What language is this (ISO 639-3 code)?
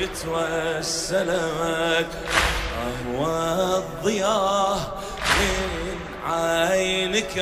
acm